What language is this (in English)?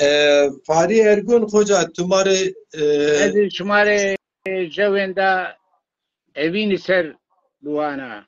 Zaza